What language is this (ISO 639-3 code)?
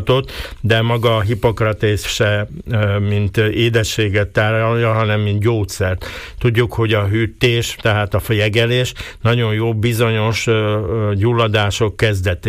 hun